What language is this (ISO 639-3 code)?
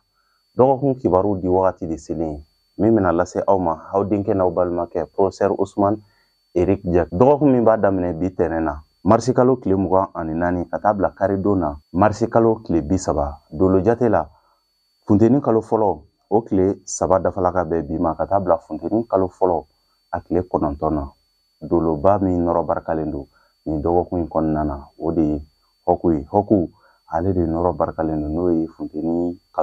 bam